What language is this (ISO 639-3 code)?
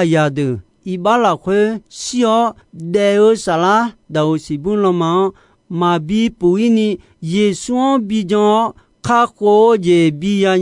ahk